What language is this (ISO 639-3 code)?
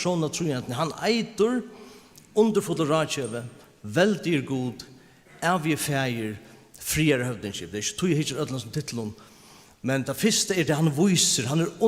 fao